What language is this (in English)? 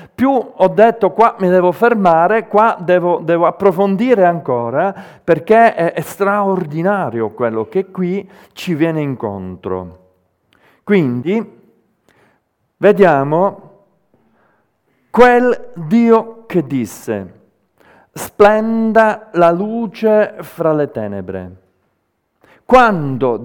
Italian